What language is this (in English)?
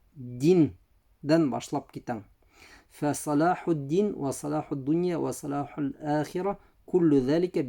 Bashkir